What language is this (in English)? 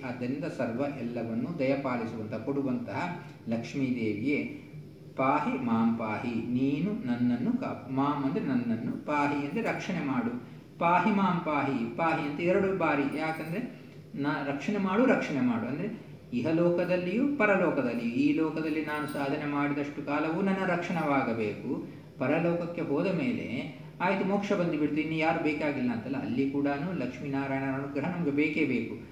Kannada